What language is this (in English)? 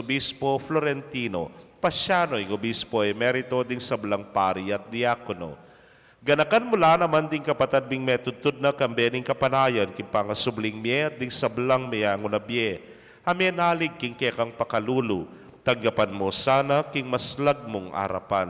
Pampanga